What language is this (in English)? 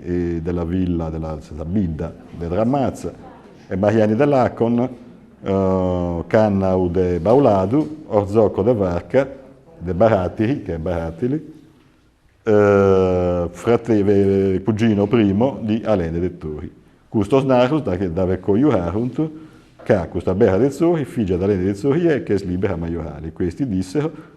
Sardinian